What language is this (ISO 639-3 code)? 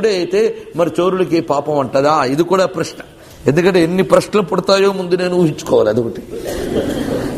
tel